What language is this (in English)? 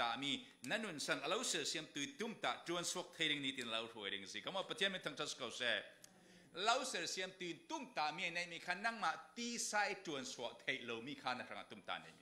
Falam Chin